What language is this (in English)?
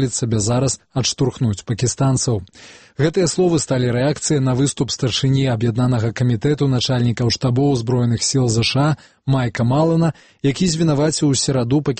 Belarusian